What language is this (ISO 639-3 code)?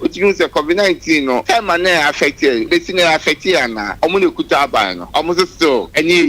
aka